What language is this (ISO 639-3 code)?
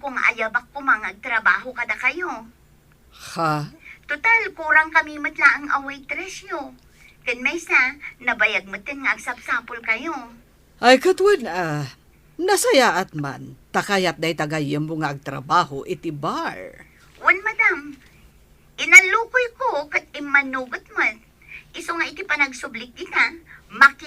ilo